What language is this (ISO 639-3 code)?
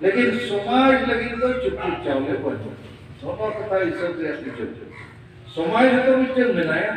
sat